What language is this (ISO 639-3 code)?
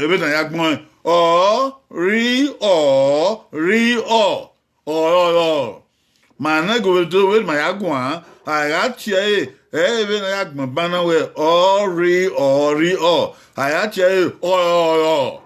bin